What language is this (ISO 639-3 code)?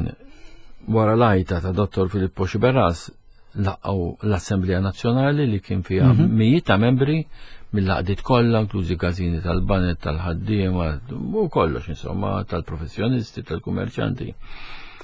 mlt